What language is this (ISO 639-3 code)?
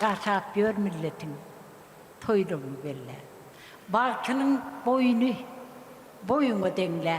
tuk